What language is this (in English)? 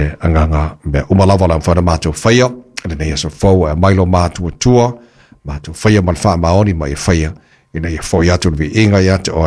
Samoan